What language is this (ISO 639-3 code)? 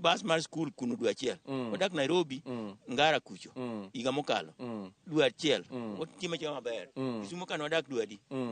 luo